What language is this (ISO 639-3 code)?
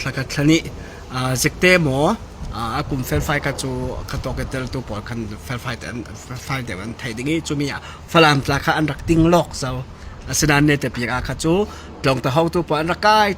cfm